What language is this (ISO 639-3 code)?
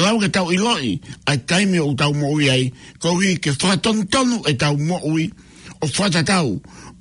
ton